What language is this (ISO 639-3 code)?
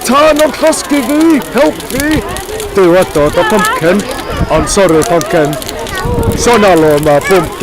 cym